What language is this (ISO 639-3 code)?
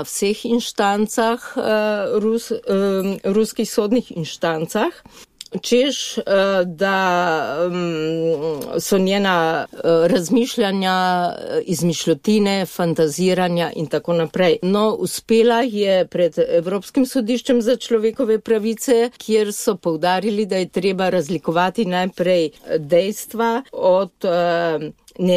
slv